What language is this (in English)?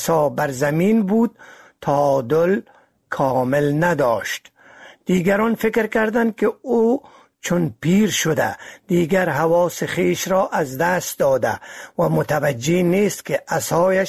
Persian